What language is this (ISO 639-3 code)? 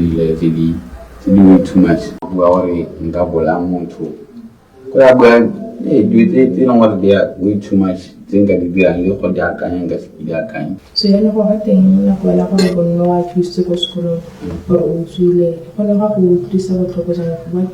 tsn